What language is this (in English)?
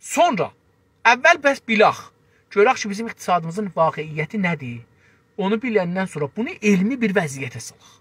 South Azerbaijani